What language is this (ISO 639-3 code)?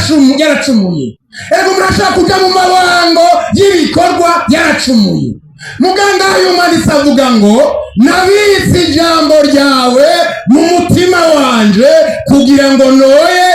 run